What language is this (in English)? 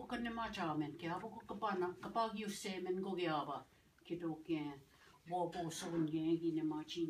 Ojibwa